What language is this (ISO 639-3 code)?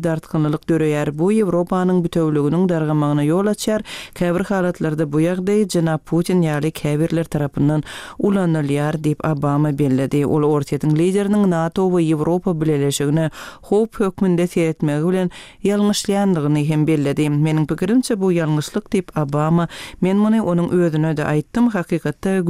tuk